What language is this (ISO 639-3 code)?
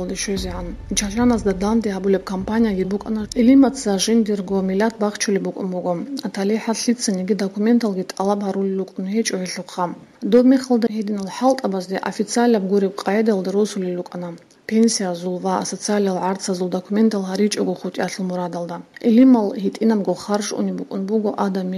ava